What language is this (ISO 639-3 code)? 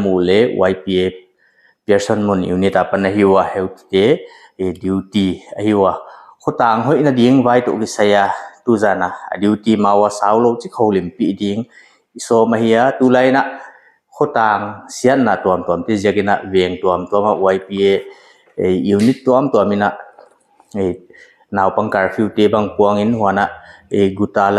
pck